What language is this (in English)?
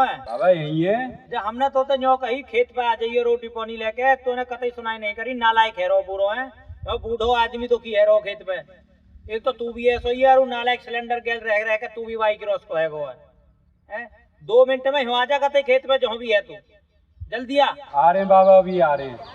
Braj